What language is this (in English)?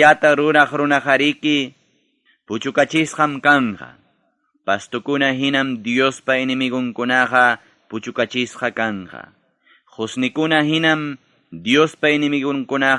Ayacucho Quechua